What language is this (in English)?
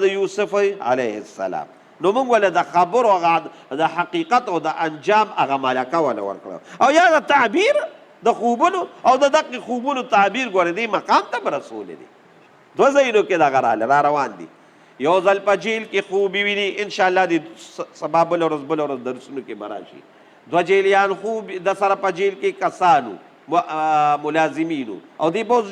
Pashto